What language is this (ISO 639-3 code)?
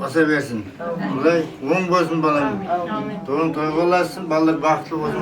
kaa